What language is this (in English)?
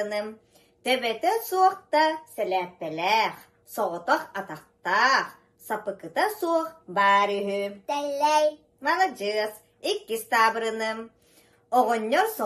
Yakut